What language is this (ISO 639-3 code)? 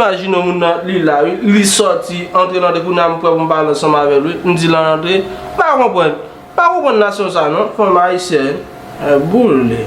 hat